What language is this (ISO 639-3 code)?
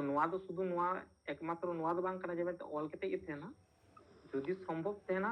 sat